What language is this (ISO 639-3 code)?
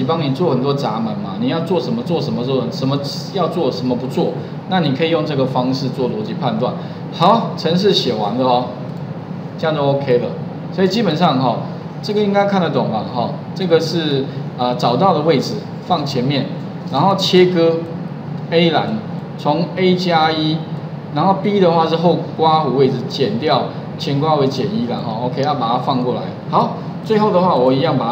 zho